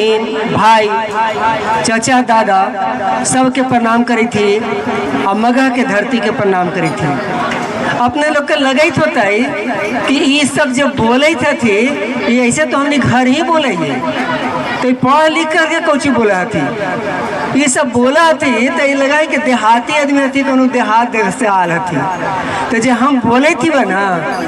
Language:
Magahi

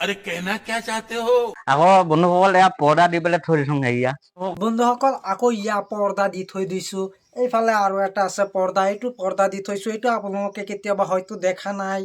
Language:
Assamese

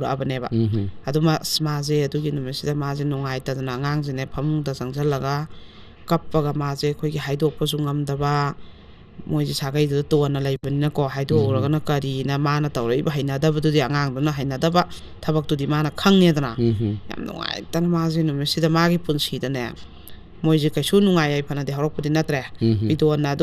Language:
Manipuri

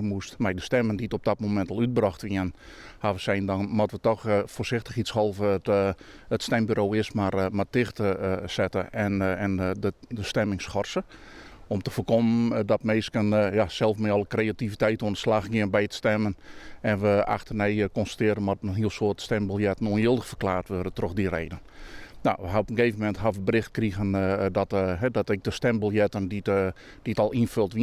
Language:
Western Frisian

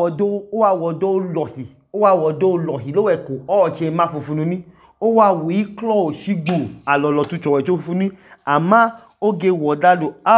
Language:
Idoma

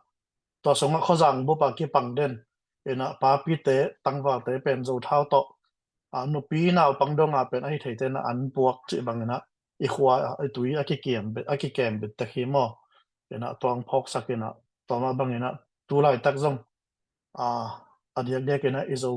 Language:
Tedim Chin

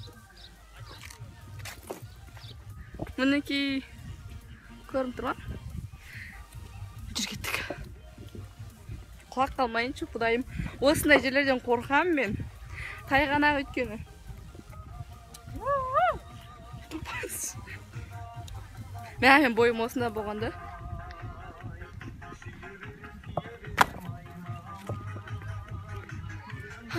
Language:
Kazakh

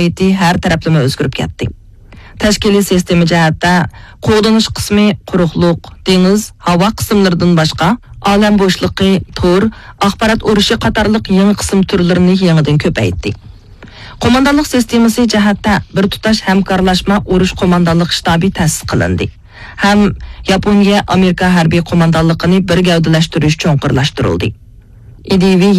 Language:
Uyghur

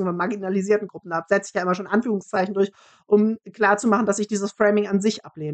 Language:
German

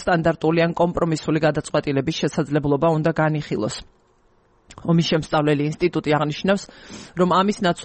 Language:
Georgian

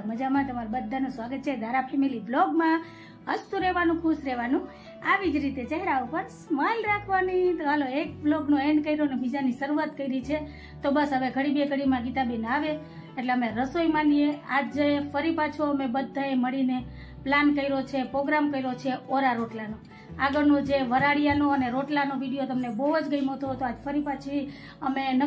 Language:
Gujarati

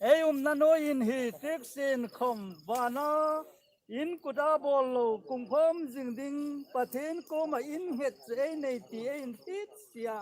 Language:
Hmar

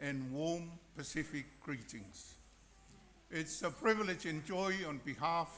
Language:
Samoan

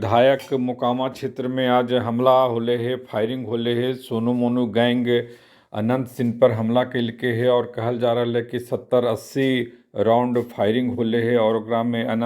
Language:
Magahi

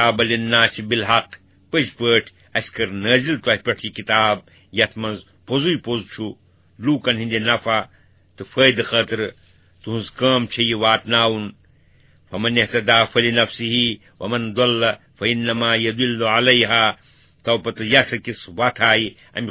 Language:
Kashmiri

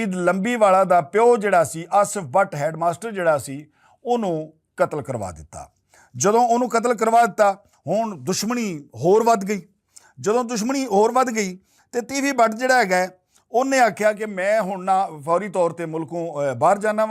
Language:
Western Panjabi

